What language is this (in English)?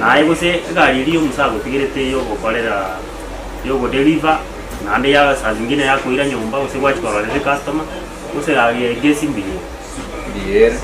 Gusii